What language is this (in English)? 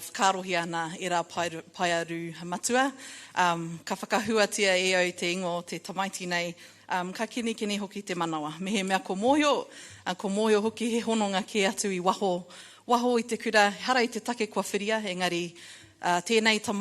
Māori